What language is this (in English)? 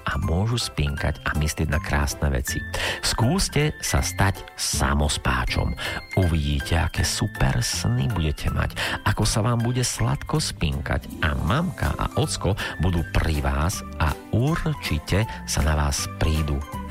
Slovak